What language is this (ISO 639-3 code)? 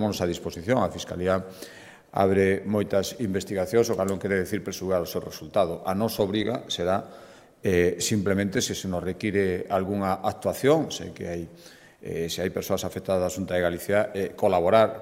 glg